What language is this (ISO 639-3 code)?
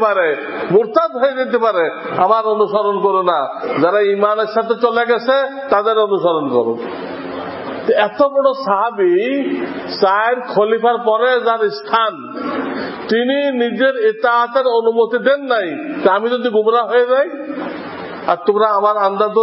ben